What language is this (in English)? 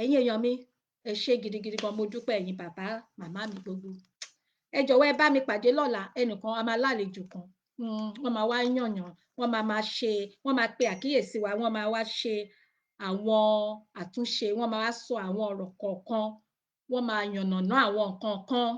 Yoruba